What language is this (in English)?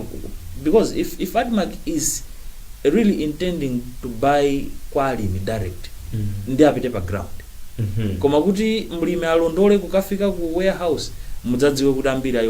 Nyanja